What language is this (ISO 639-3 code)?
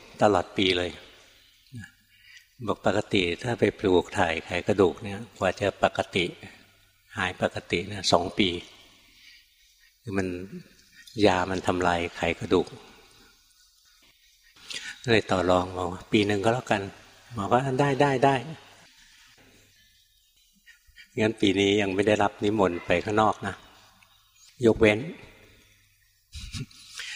tha